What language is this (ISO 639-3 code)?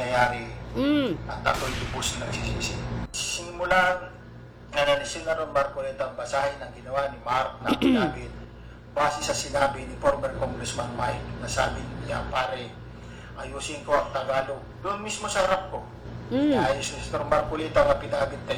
ceb